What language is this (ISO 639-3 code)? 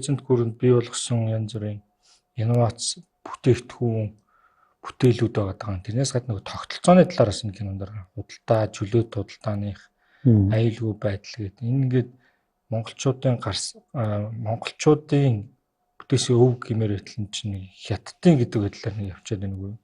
mon